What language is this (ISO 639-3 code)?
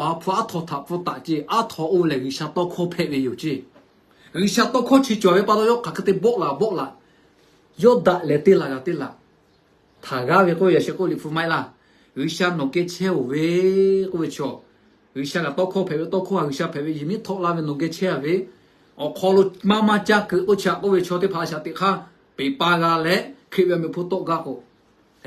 lhu